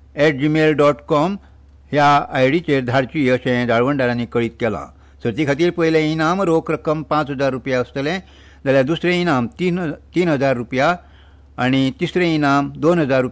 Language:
Konkani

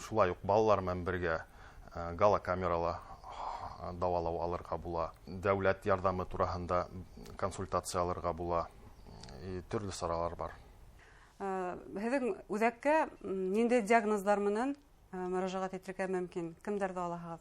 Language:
Bashkir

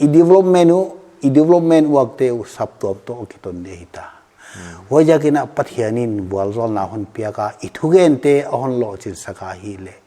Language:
Paite Chin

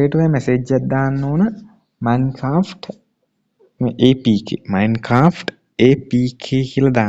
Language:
Sinhala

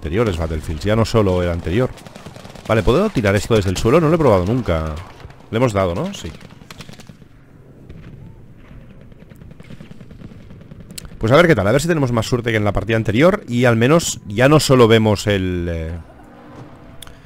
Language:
Spanish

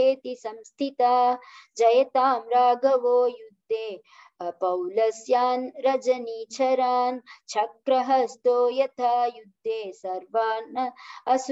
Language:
Sanskrit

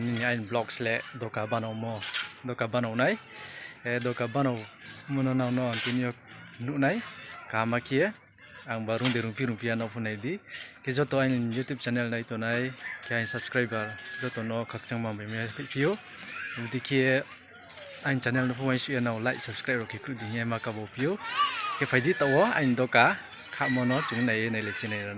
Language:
Riang (India)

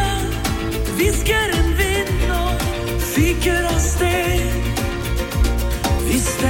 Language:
Norwegian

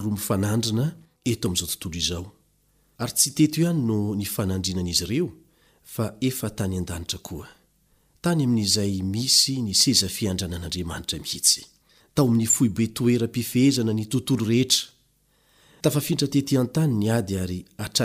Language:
Malagasy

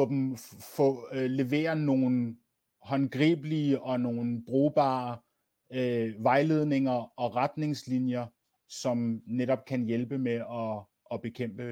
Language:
Danish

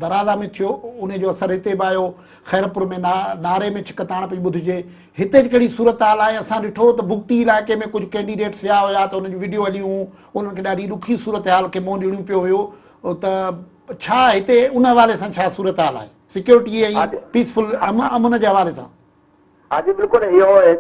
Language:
Sindhi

